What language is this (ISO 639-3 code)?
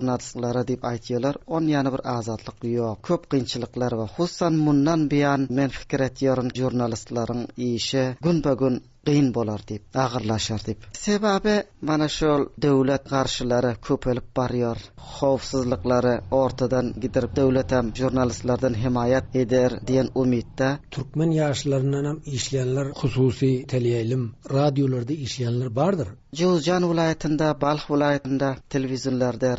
tuk